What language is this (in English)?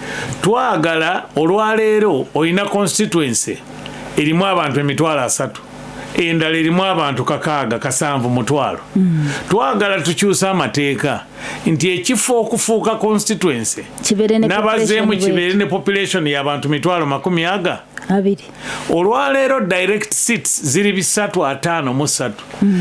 Ganda